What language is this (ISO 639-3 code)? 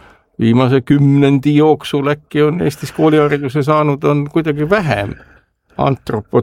est